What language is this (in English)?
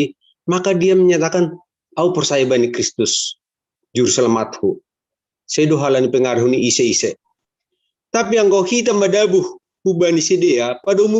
Batak Simalungun